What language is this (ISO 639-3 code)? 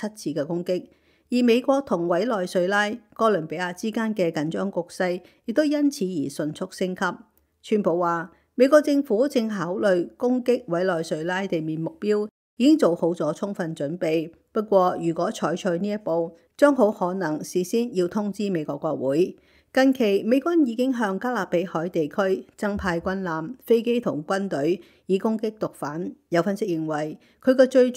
yue